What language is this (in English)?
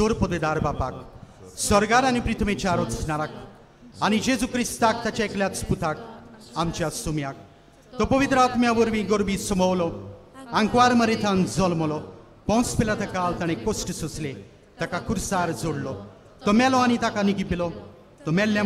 Konkani